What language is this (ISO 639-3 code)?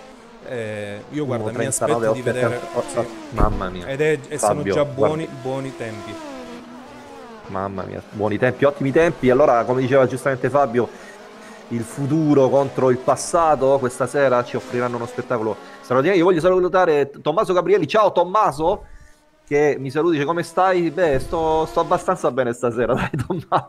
ita